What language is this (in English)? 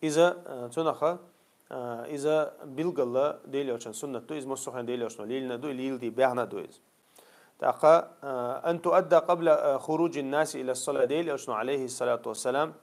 Chechen